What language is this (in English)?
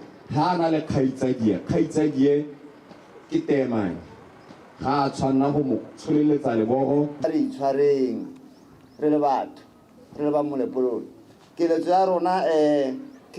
Tswana